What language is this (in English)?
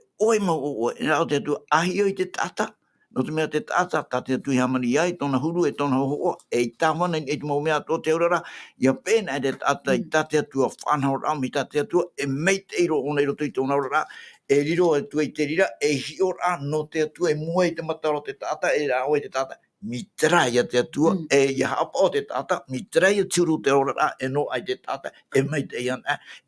Tahitian